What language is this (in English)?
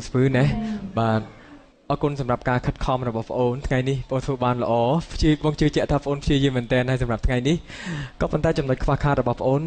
Khmer